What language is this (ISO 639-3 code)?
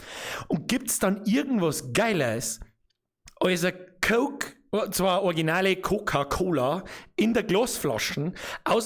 bar